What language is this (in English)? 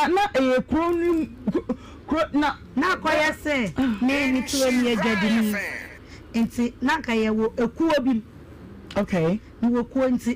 Akan